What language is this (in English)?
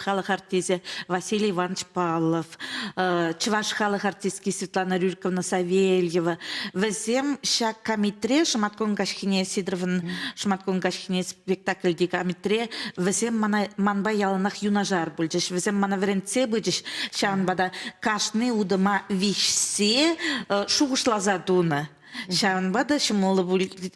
Chuvash